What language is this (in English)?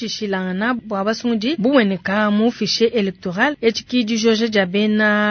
Luba-Lulua